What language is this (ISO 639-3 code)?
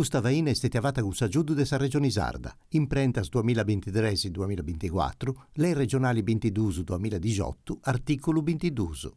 srd